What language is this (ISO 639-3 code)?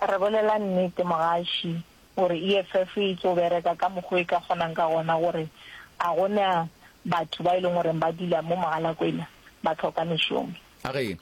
nso